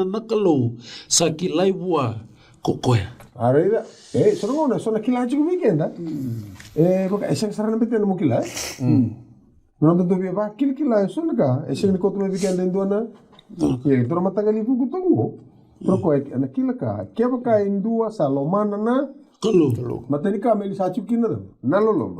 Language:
Fijian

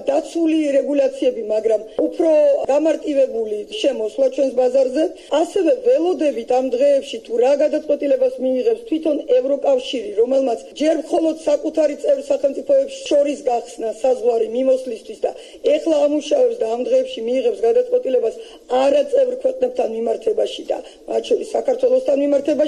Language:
Georgian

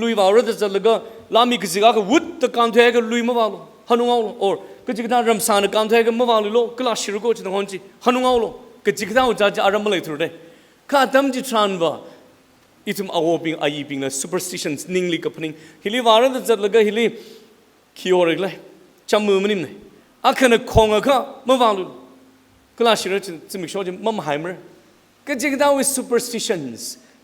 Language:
Tangkhul Naga (India)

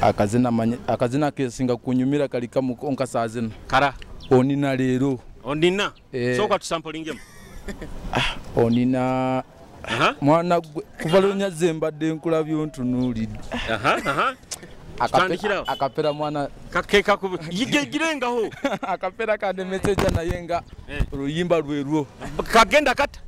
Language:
Nyoro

